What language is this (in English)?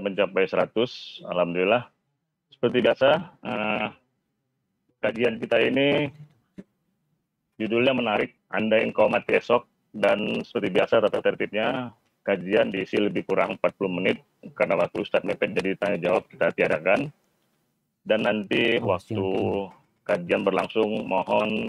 Indonesian